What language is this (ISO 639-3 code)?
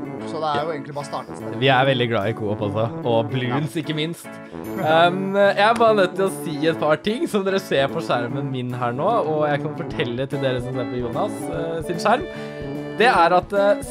nor